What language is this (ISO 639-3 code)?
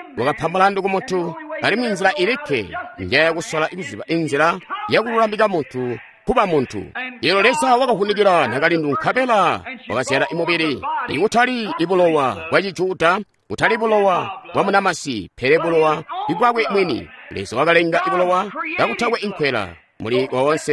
toi